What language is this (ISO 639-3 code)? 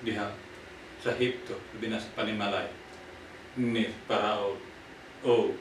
ceb